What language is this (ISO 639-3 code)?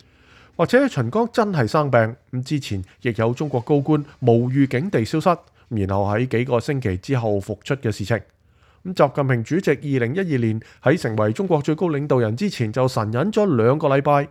yue